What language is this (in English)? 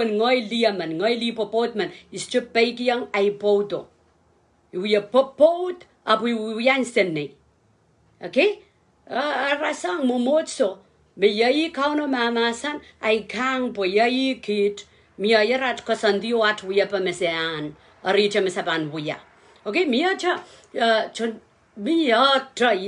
Pohnpeian